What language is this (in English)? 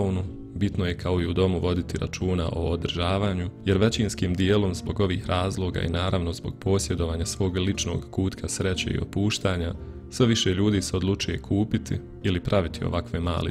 Bosnian